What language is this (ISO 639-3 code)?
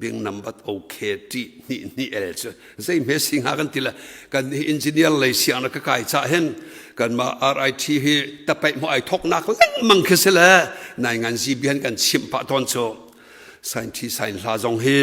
cnh